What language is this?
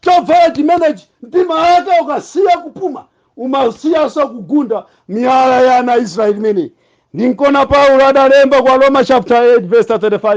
Nyanja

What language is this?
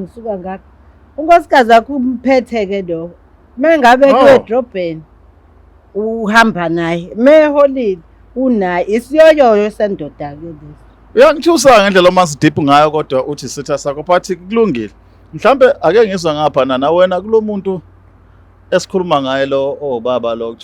Zulu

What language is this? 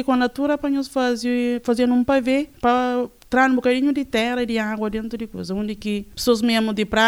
Portuguese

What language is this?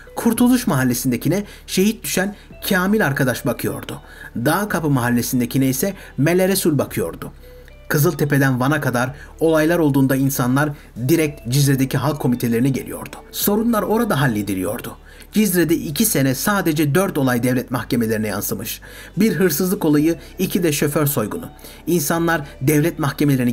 Turkish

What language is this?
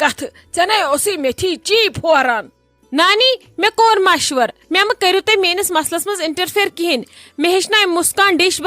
Kashmiri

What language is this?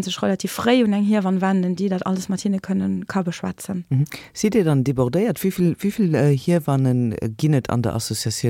Luxembourgish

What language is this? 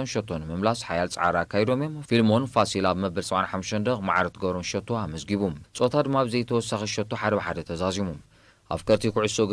Tigrinya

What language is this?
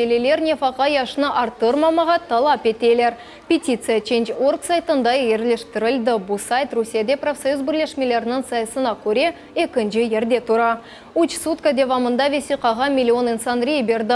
Crimean Tatar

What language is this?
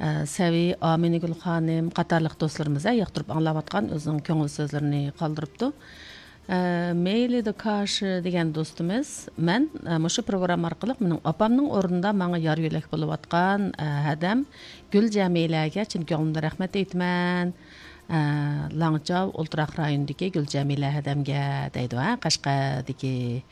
Uyghur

